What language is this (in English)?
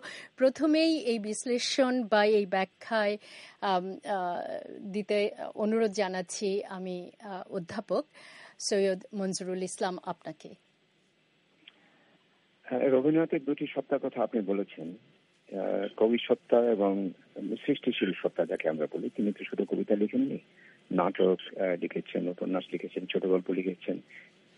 Bangla